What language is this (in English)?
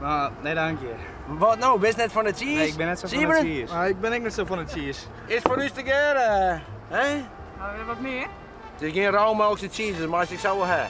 Western Frisian